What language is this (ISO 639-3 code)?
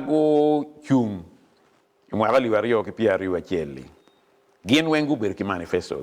ach